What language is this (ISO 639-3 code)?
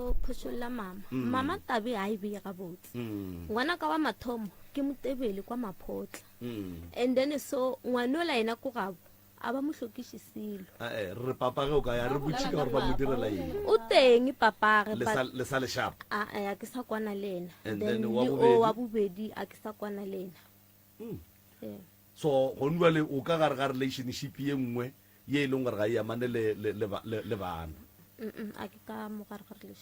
nso